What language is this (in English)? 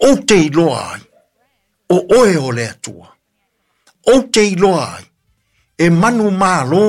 Samoan